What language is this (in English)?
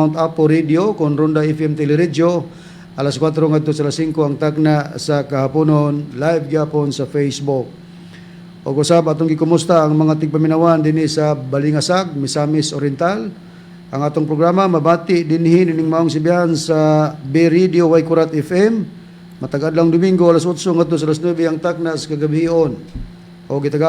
Cebuano